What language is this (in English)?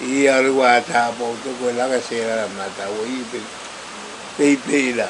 Pohnpeian